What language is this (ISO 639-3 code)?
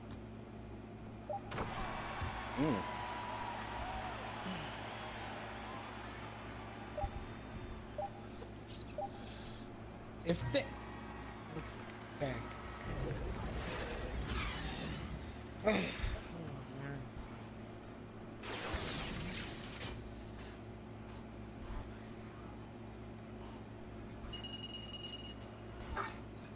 eng